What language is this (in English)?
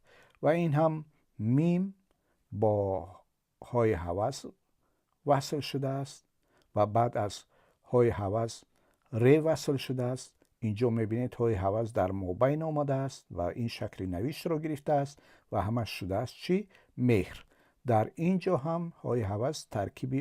Tajik